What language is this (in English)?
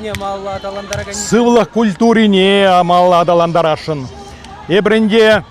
Chuvash